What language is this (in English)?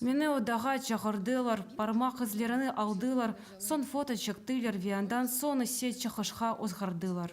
Crimean Tatar